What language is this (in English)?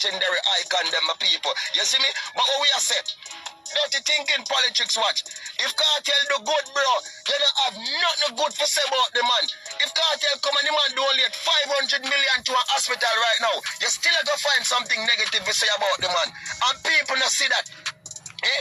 Jamaican Creole English